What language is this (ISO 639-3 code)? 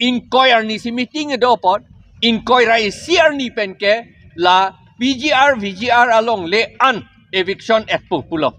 mjw